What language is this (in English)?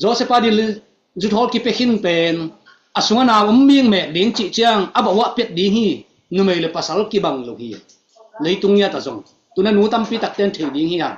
Tedim Chin